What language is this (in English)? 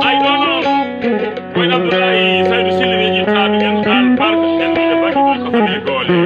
Fula